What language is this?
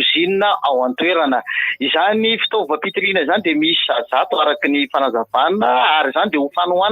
Malagasy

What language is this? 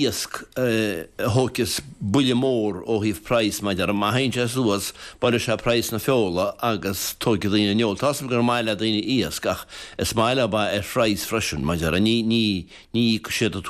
Irish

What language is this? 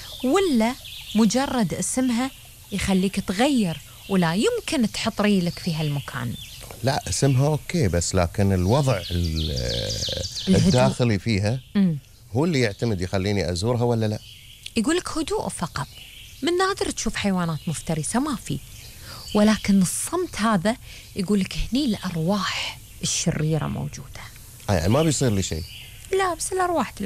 Gulf Arabic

